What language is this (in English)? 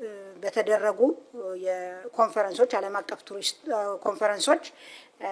Amharic